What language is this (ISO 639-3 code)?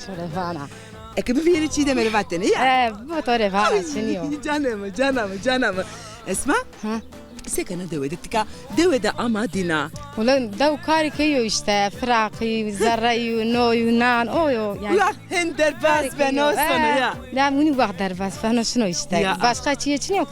zza